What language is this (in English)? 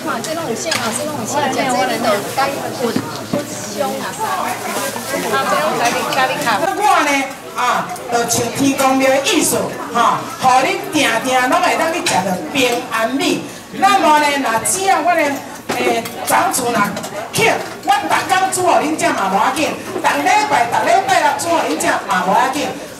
Min Nan Chinese